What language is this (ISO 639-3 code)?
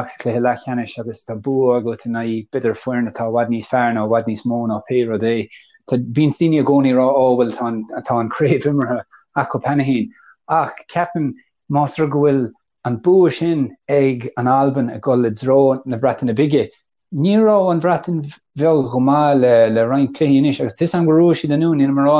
gle